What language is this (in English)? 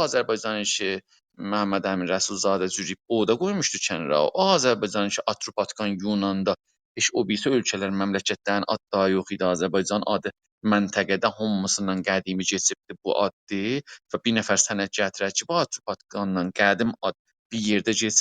South Azerbaijani